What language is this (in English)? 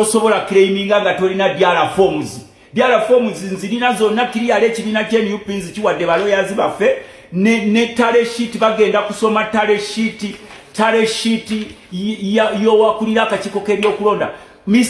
Ganda